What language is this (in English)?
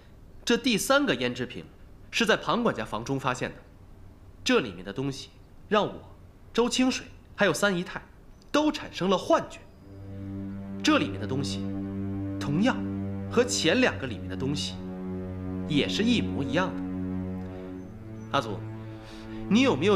Chinese